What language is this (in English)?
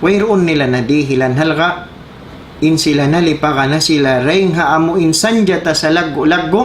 Tausug